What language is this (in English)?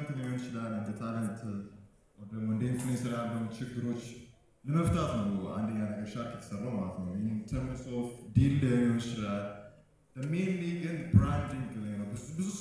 Amharic